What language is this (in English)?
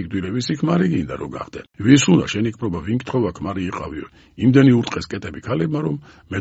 Georgian